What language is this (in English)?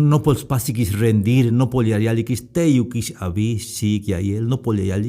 Tzeltal